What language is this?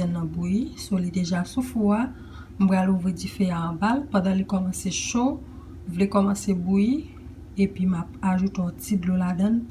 Haitian Creole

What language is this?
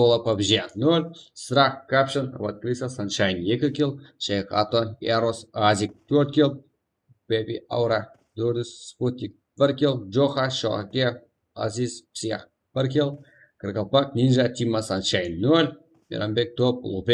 Kara-Kalpak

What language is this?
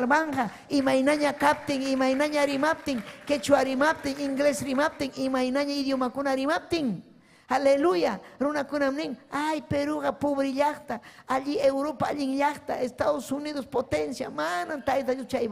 Ayacucho Quechua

